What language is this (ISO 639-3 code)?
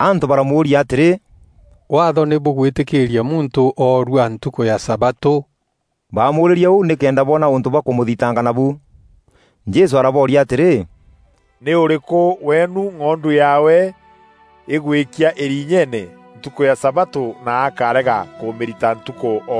mer